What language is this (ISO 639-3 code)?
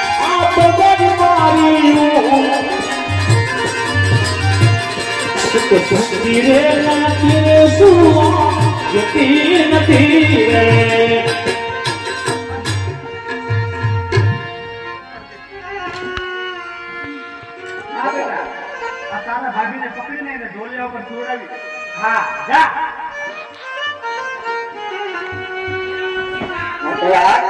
guj